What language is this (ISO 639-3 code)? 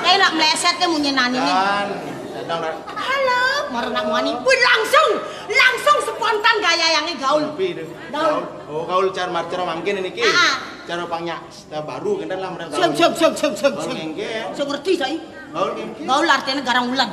ban